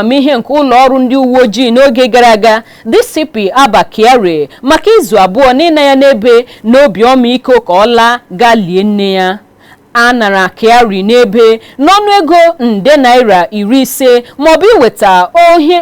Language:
Igbo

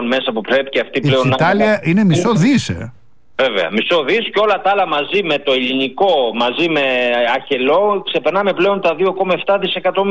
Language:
Greek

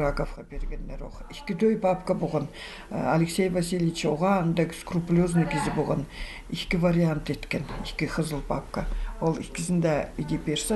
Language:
Khakas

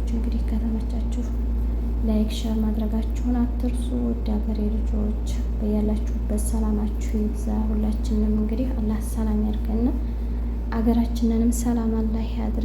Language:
Amharic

